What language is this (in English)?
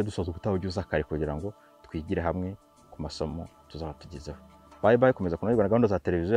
Kinyarwanda